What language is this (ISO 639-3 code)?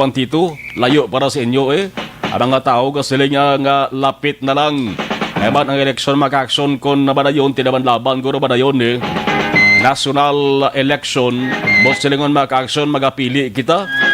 hil